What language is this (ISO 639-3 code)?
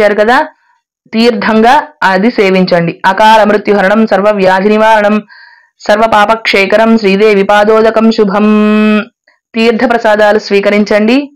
tel